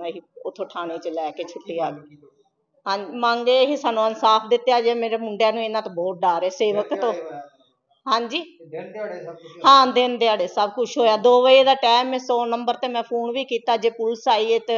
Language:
Punjabi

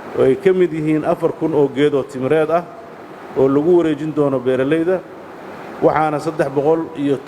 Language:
Somali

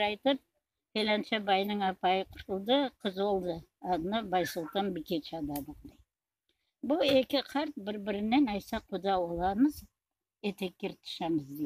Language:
Crimean Tatar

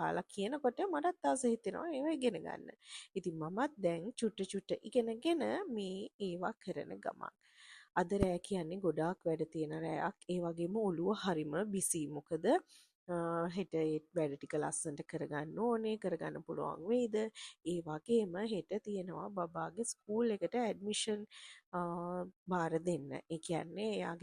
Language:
Sinhala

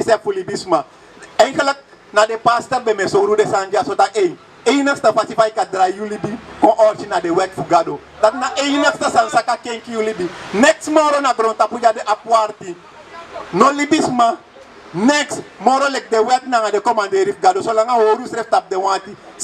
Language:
Sranan Tongo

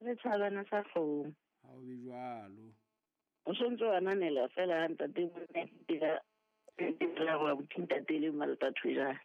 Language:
Southern Sotho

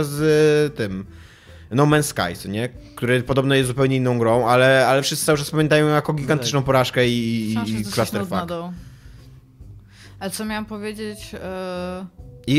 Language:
Polish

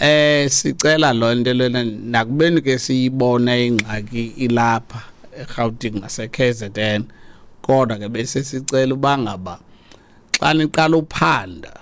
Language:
Xhosa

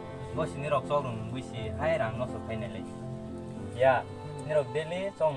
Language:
Kok Borok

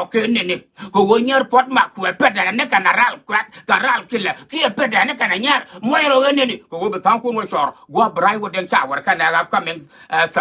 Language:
Nuer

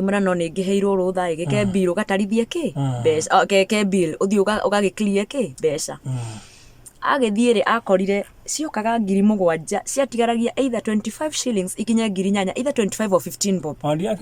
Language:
Kikuyu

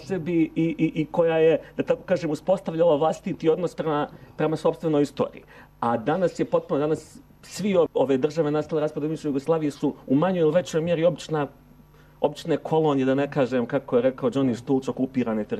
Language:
Bosnian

